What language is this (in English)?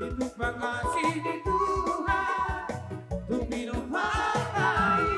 Batak Toba